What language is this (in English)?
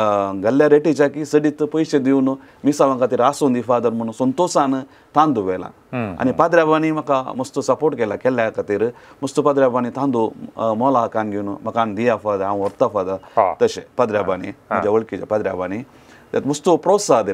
Konkani